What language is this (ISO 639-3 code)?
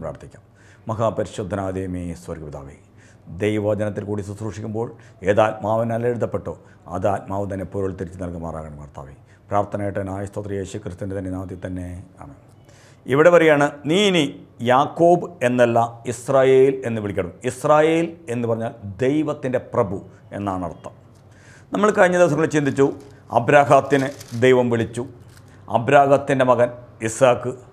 mal